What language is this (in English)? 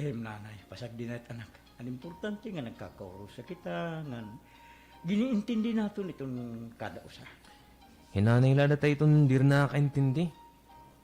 Waray